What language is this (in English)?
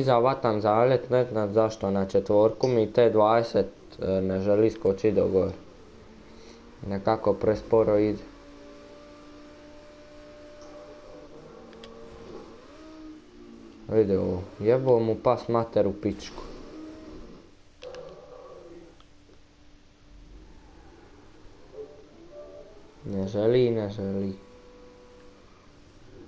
Croatian